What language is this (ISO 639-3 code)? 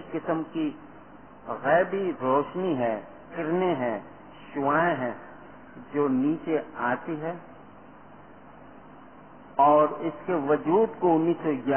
urd